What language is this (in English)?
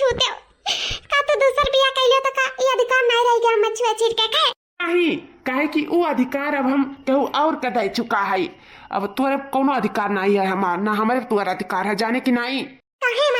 Awadhi